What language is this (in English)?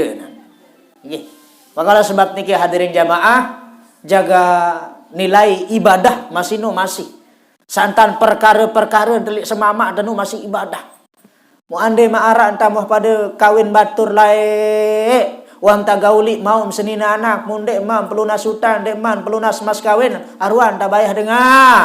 Sasak